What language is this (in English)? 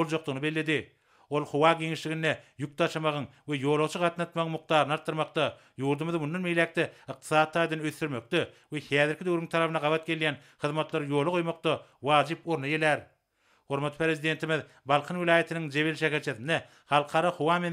Turkmen